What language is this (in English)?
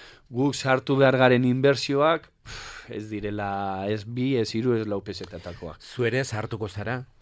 Basque